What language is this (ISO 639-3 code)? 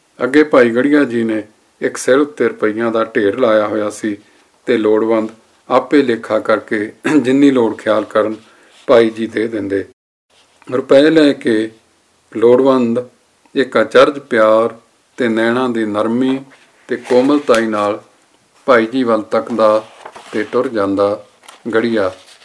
pan